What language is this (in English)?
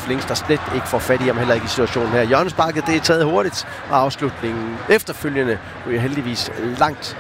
Danish